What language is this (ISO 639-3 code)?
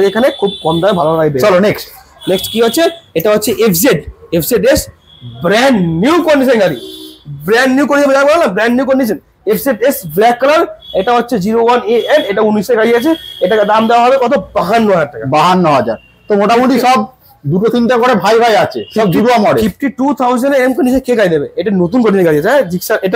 ben